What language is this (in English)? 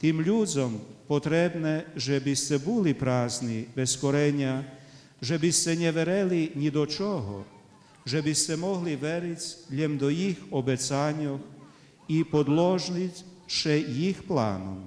Rusyn